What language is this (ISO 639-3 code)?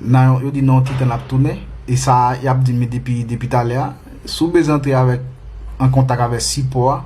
hat